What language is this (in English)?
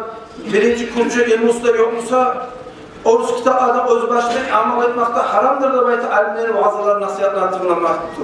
Kumyk